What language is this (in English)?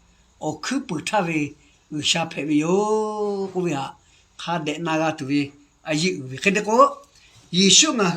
Lahu